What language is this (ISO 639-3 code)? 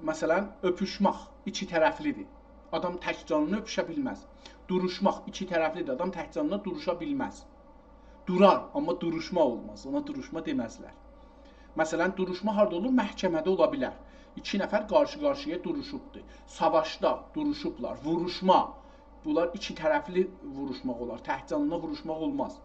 azb